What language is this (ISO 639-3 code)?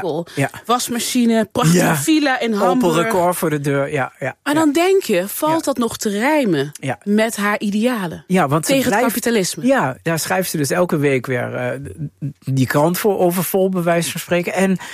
nld